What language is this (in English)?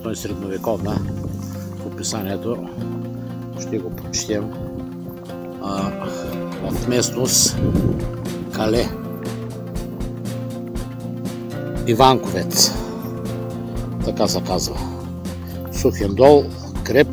Bulgarian